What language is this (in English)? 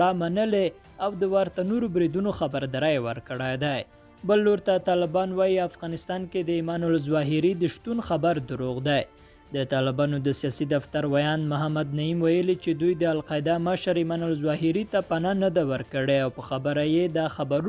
Pashto